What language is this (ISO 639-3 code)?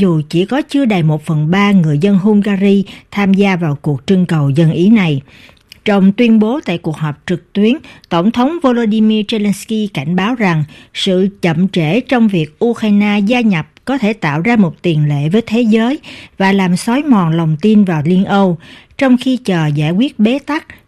vie